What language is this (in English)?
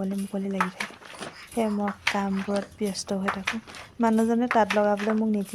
Assamese